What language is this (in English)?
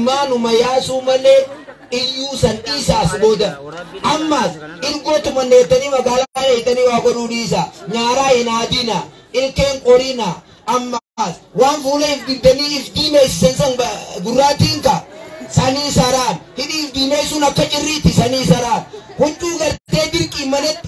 Oromo